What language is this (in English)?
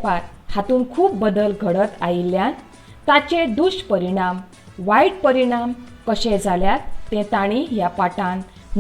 Konkani